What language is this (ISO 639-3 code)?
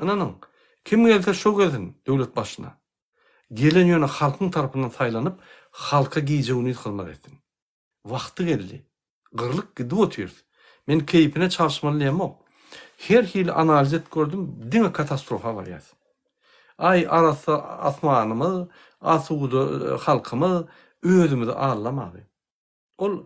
tuk